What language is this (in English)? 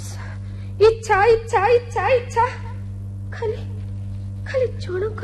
Odia